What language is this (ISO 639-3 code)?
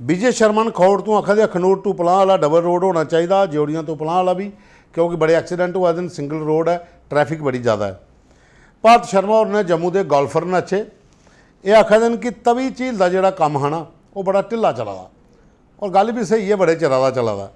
doi